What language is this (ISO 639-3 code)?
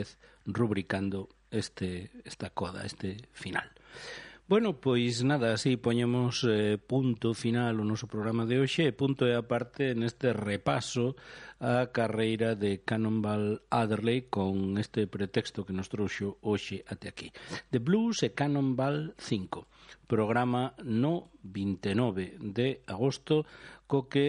glg